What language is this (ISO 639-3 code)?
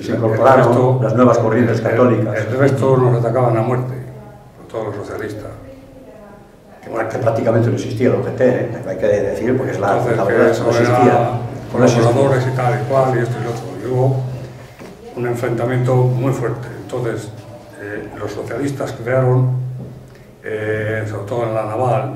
spa